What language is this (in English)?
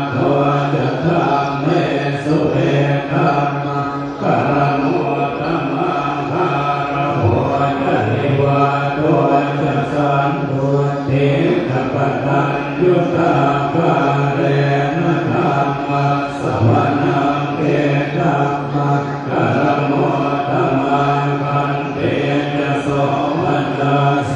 Pali